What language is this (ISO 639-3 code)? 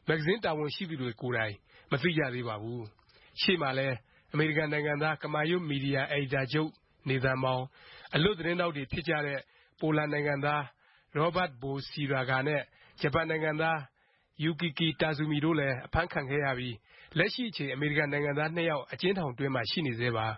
mya